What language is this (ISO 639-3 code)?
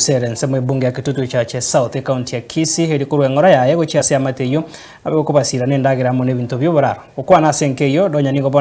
guz